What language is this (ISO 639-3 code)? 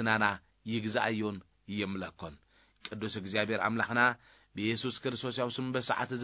tir